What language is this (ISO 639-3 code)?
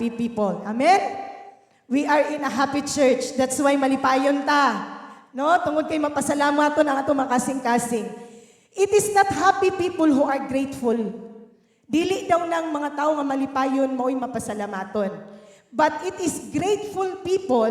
ceb